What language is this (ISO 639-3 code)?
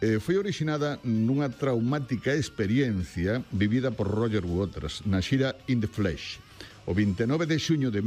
glg